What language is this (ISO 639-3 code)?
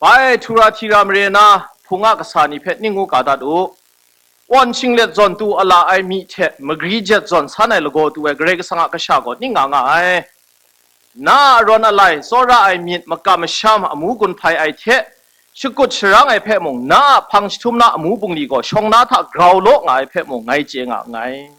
kac